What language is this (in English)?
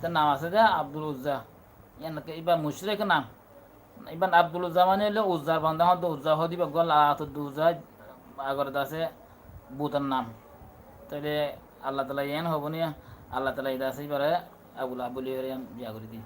Rohingya